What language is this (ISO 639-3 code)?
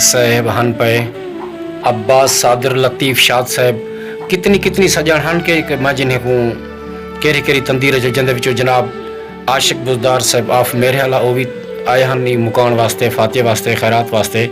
skr